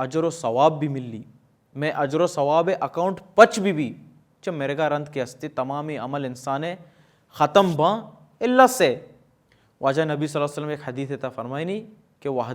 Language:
Baluchi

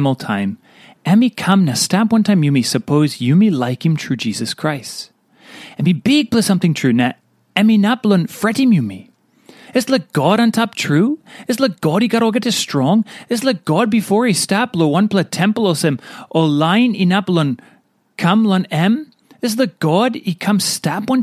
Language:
Tok Pisin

